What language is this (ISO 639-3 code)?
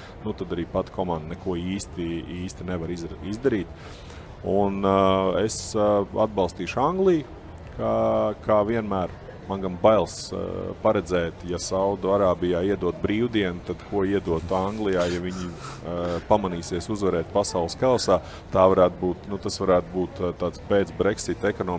lav